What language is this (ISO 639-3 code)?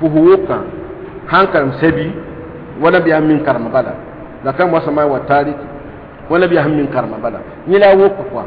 mos